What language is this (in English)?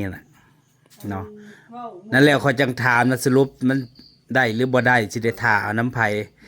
Northeastern Thai